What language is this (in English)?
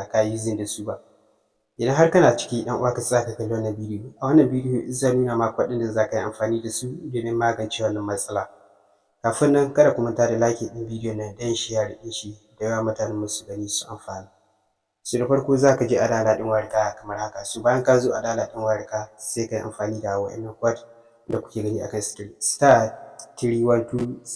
Hausa